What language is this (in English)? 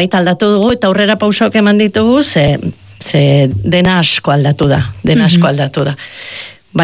Basque